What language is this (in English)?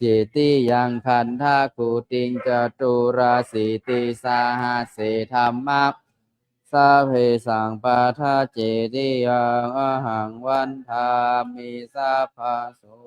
Pali